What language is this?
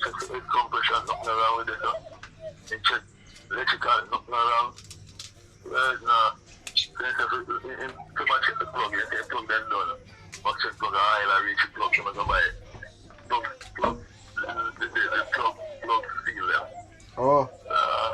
Jamaican Creole English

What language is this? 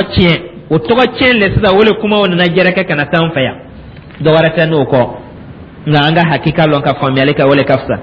Dyula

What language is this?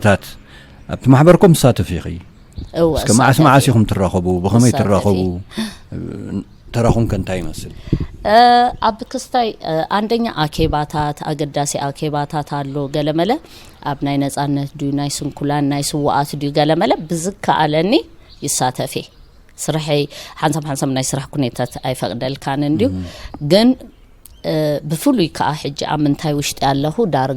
Tigrinya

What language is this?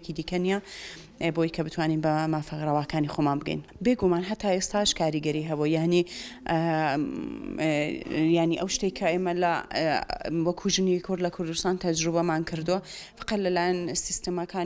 Central Kurdish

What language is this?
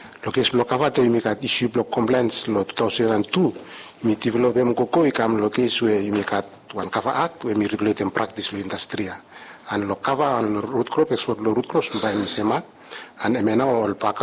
Bislama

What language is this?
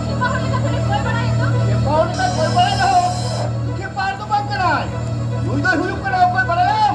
Santali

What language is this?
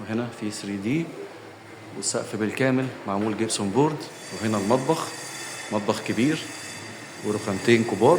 Egyptian Arabic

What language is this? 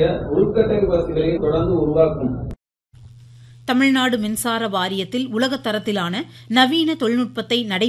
Tamil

